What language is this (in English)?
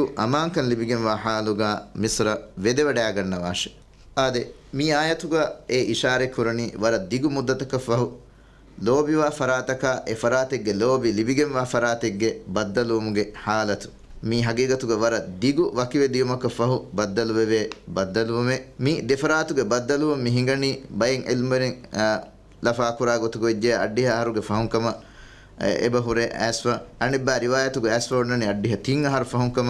Divehi